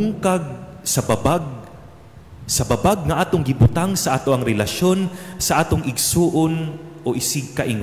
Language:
Cebuano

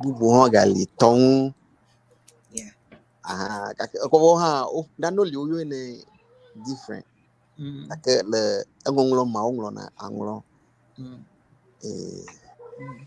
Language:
Ewe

